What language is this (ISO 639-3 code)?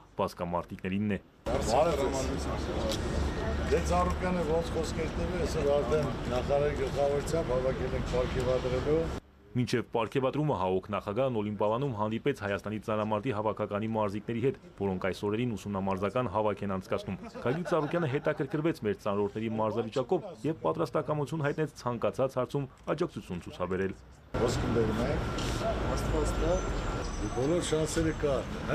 hye